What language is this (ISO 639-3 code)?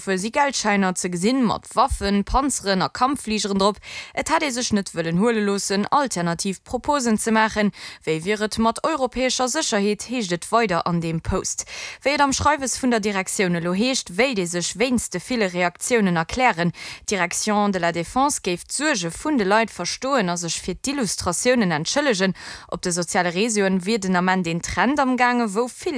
ltz